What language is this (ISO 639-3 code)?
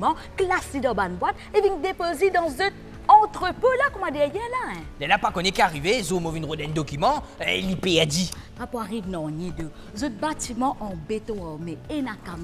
mfe